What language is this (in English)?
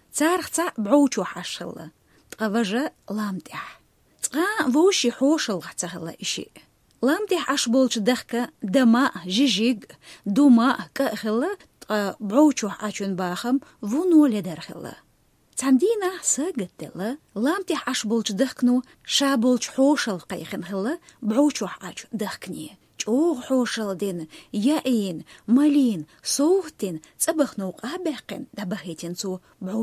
Chechen